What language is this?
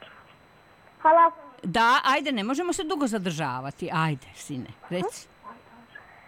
Serbian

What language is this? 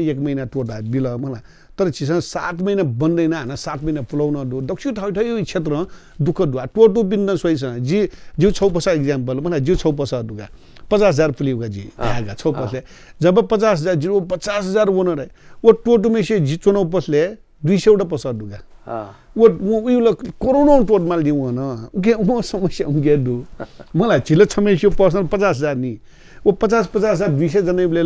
Newari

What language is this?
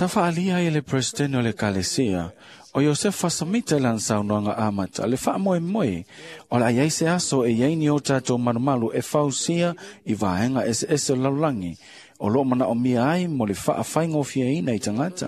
Samoan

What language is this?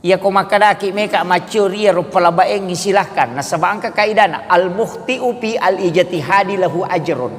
Buginese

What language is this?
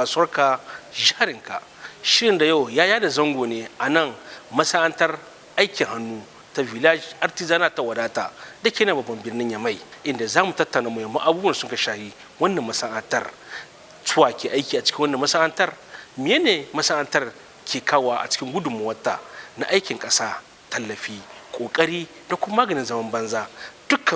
Hausa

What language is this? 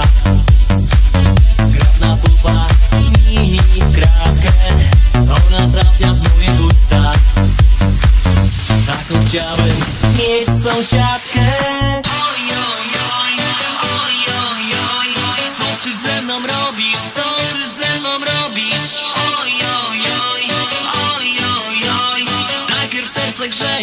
Polish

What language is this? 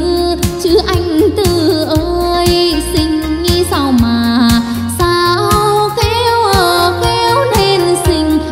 Vietnamese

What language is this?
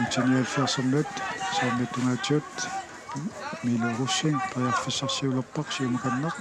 Kalaallisut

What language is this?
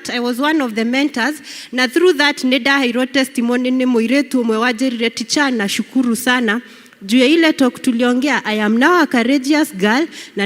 Kikuyu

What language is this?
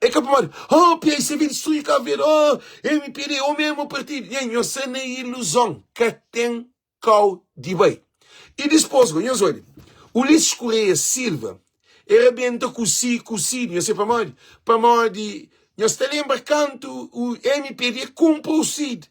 Kabuverdianu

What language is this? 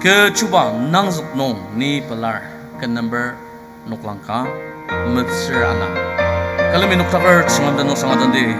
Ao Naga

